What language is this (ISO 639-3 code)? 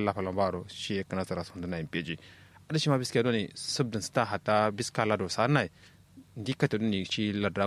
kau